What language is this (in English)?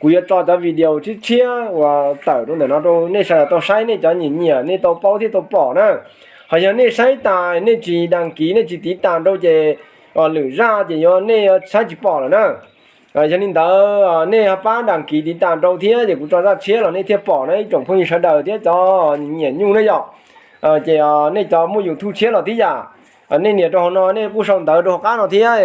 Hmong